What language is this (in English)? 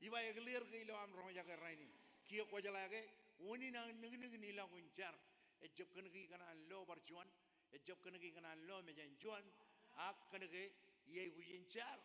Marshallese